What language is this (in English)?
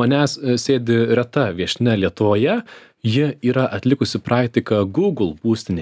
Lithuanian